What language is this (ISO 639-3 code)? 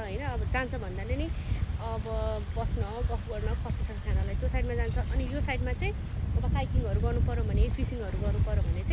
nep